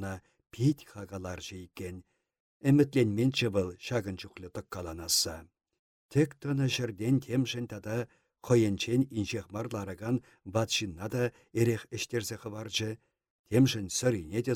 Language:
Chuvash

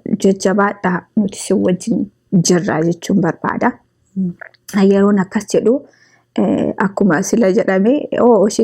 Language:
Oromo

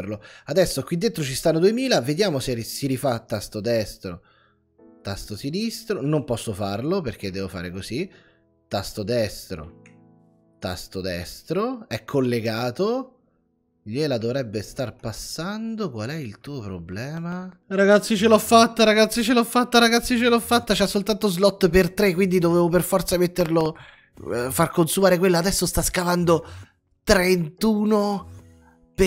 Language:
Italian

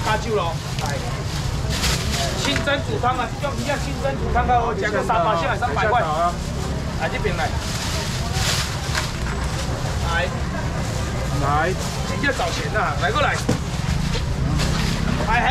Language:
Chinese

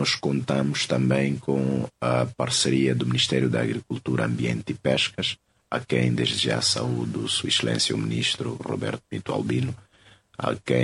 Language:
Portuguese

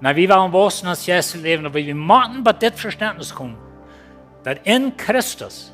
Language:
Plautdietsch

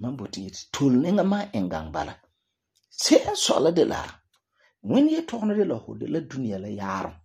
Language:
Frafra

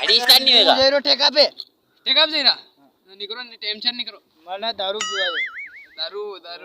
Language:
Rajasthani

